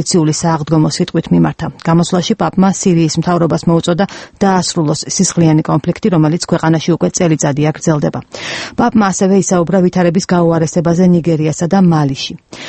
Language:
Georgian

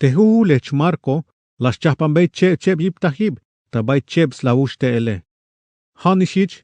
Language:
Tzeltal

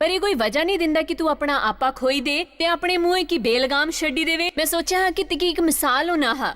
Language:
Dogri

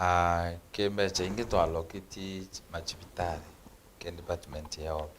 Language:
Meru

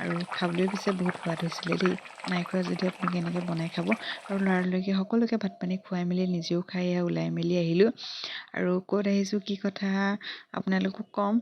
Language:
Assamese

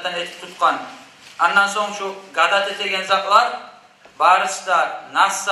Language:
Kumyk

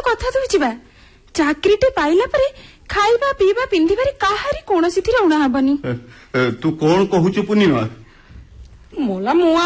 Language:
Odia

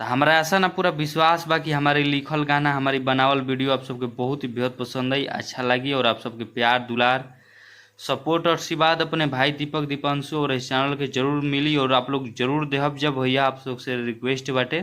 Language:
Bhojpuri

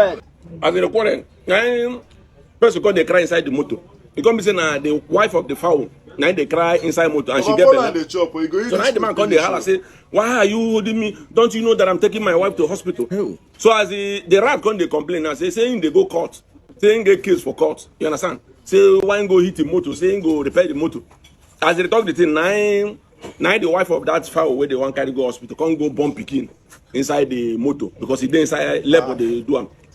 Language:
Nigerian Pidgin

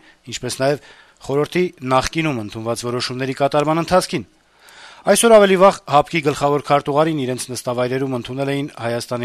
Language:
Armenian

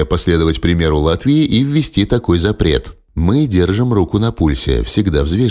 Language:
Russian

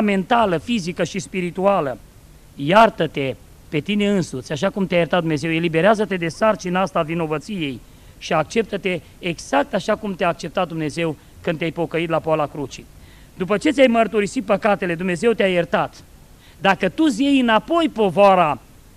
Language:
Romanian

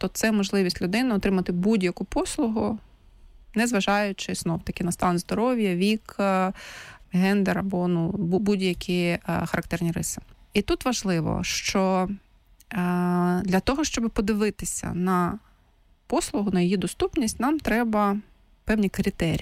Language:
Ukrainian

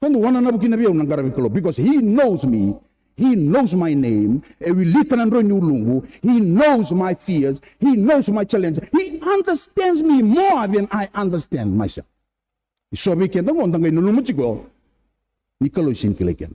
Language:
Fijian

